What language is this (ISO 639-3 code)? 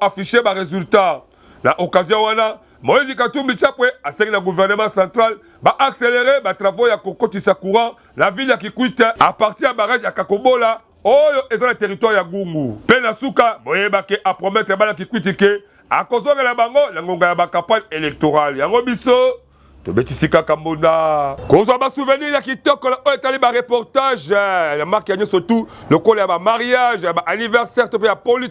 lin